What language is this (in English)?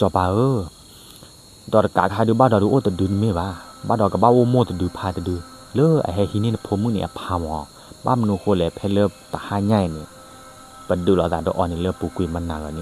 S'gaw Karen